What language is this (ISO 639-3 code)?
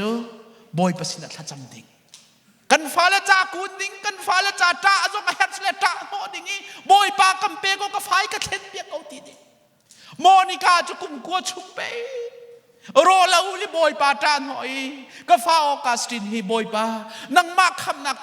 cnh